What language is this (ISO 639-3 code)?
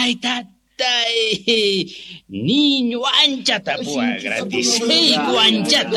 que